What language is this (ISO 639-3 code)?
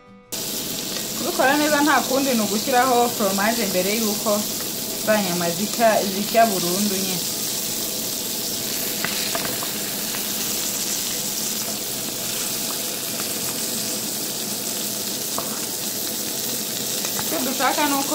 kin